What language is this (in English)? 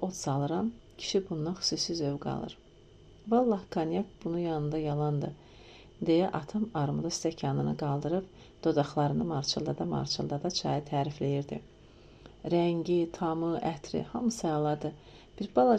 Azerbaijani